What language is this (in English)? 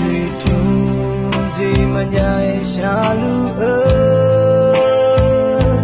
Akha